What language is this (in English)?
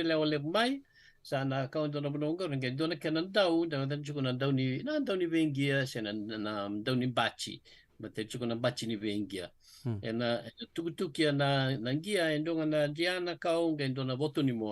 Fijian